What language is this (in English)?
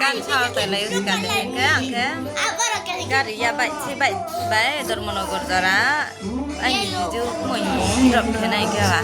Riang (India)